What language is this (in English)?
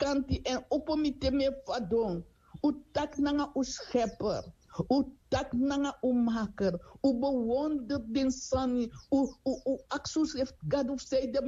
Sranan Tongo